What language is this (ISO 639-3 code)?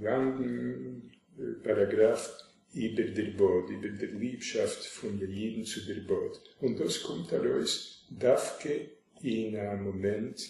yid